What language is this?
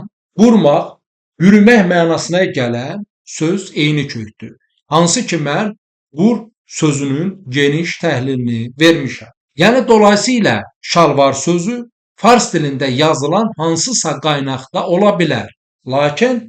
Azerbaijani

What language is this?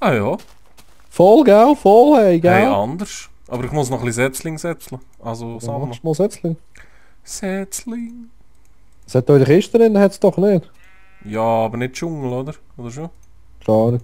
Swiss German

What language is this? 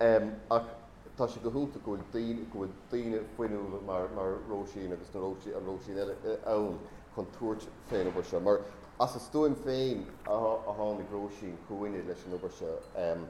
Irish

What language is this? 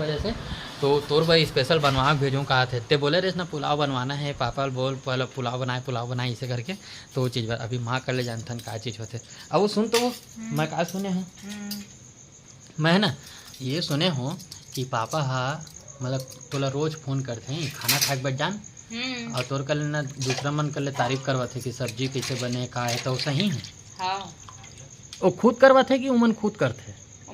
Chhattisgarhi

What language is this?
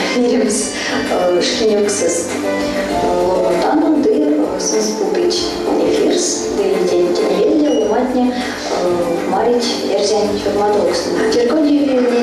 Erzya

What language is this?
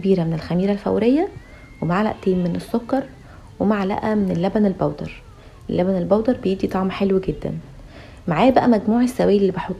Egyptian Arabic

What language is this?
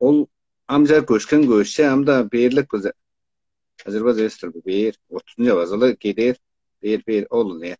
Tuvinian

